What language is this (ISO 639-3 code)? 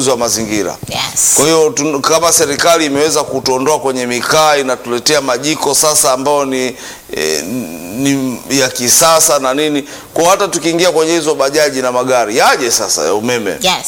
swa